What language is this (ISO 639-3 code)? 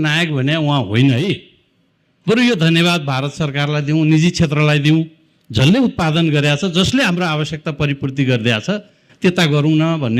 nep